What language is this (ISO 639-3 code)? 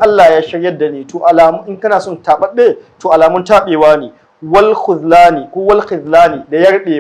hau